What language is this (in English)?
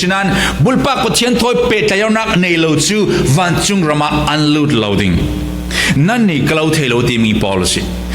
Falam Chin